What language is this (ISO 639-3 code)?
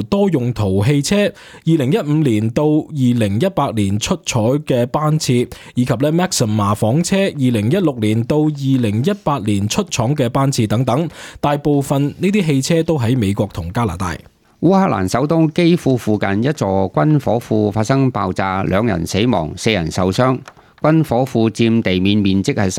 yue